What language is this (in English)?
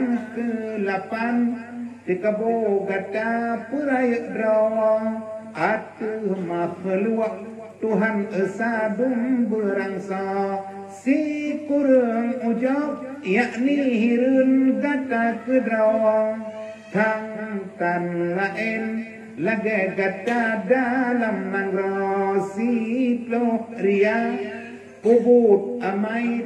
Achinese